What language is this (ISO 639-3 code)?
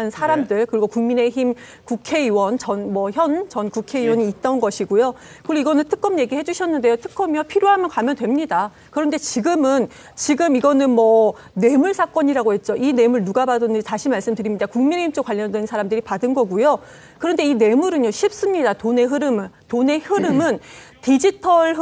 kor